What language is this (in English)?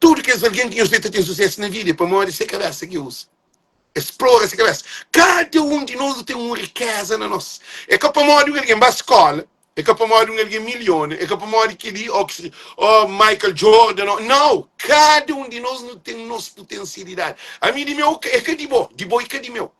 Kabuverdianu